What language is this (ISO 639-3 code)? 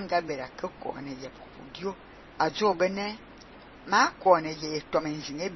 fan